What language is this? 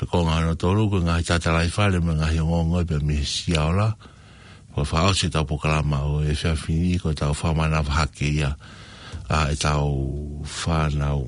Tongan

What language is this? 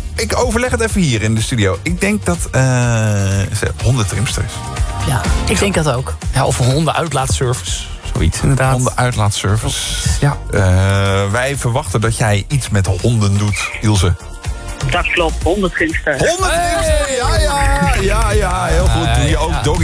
Dutch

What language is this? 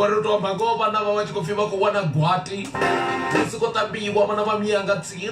Venda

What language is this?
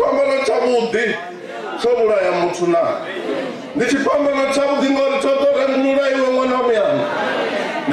Venda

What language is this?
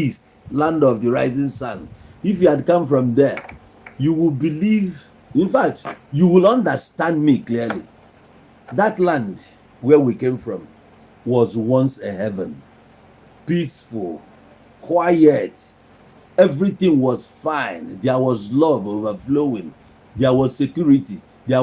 Igbo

